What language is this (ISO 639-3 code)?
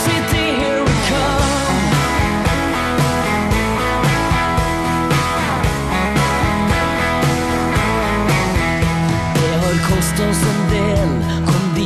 nor